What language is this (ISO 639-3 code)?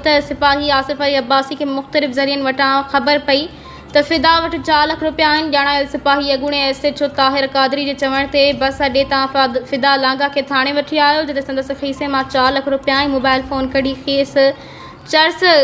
snd